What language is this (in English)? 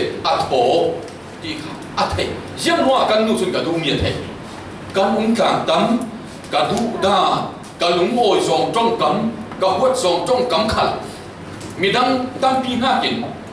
Falam Chin